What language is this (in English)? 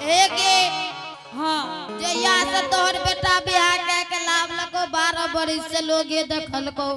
Angika